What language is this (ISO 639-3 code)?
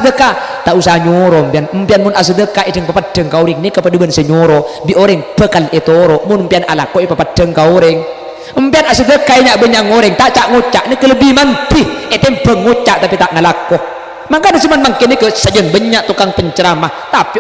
mad